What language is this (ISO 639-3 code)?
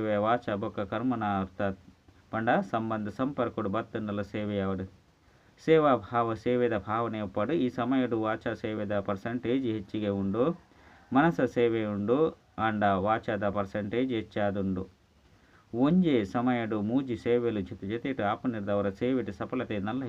tcy